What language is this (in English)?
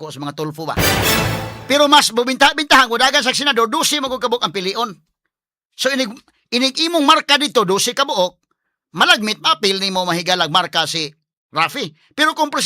Cebuano